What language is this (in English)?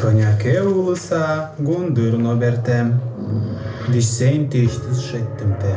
Udmurt